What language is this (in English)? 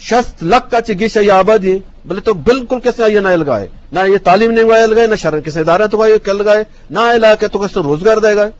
Eastern Balochi